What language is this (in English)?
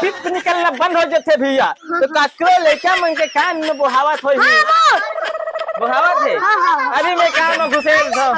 Chhattisgarhi